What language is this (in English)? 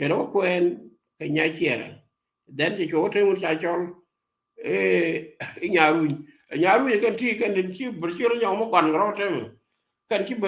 Nuer